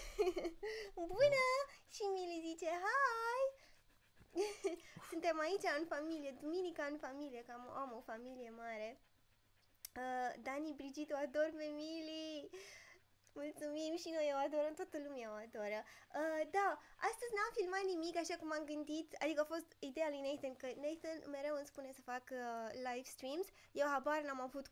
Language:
Romanian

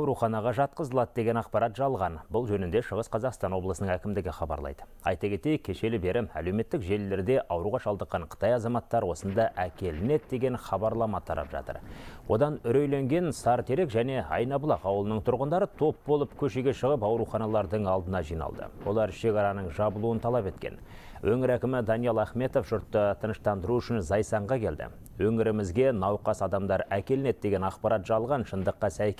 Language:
Kazakh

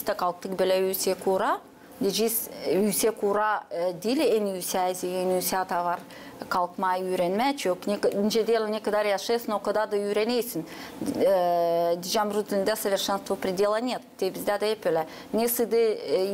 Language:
Gagauz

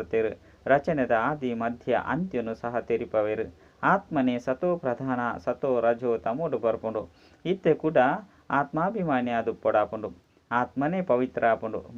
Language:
Tulu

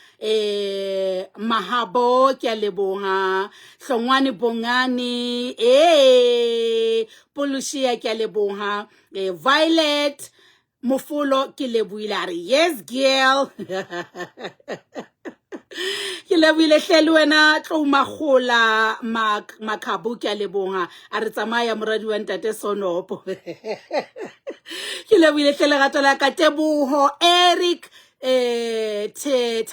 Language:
Southern Sotho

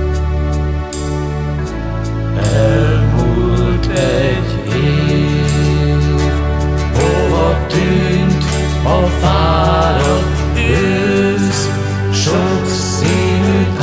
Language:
Hungarian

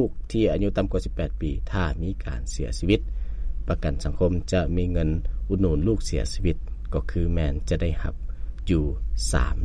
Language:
Lao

